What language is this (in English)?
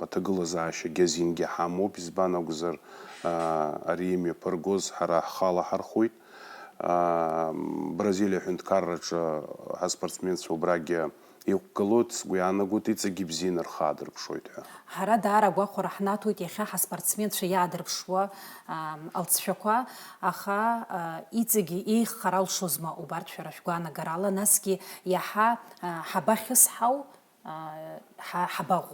Abkhazian